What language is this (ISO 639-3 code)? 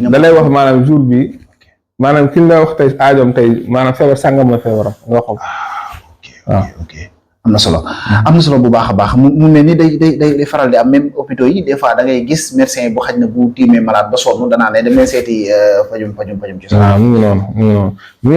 wol